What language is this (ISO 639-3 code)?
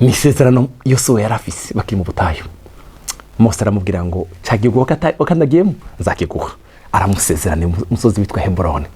run